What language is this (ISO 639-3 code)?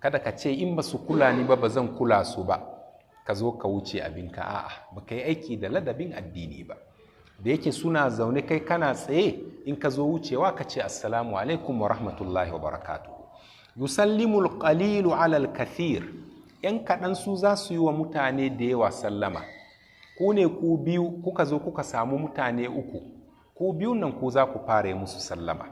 hau